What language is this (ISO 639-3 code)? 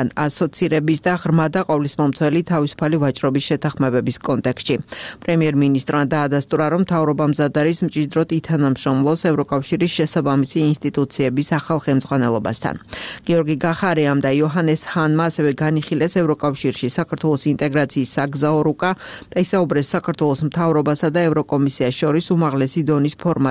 kat